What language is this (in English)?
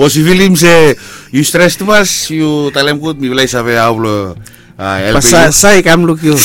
Bislama